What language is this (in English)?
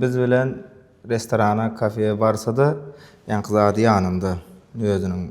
Turkmen